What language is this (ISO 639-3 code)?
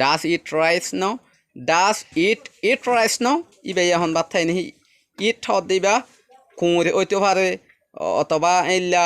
rhg